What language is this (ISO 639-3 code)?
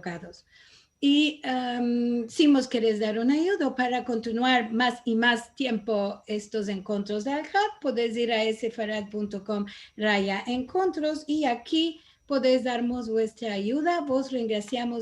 lad